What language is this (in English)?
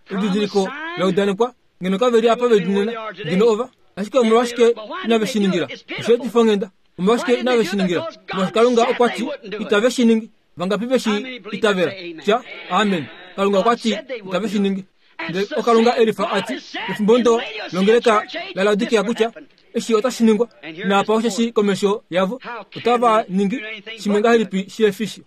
Kuanyama